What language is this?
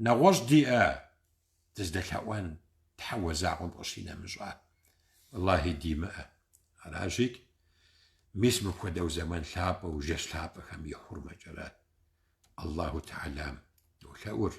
Kabardian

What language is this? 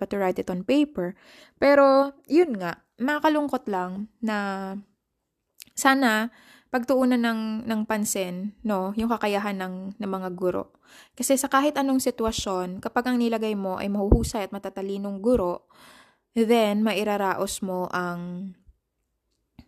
Filipino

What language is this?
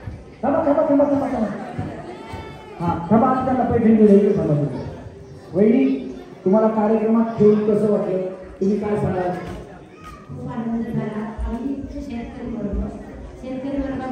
Marathi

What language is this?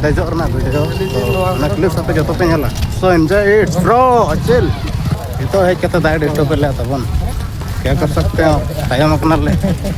Santali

